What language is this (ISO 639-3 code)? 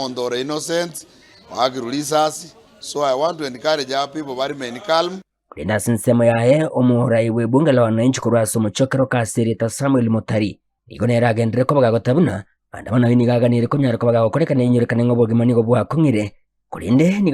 guz